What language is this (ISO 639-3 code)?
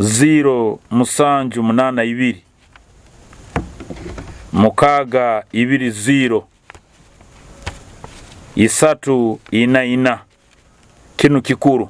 nyo